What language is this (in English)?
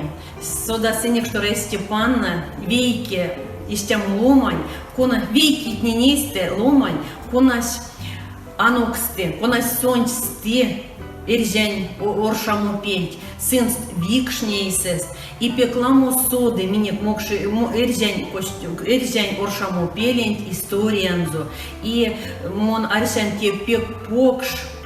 Erzya